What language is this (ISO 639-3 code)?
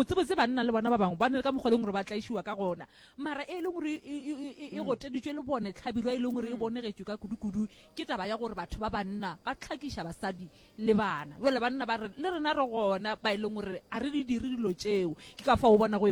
nso